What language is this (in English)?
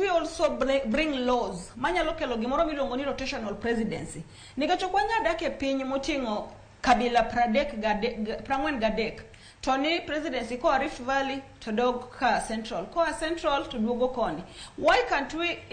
Luo (Kenya and Tanzania)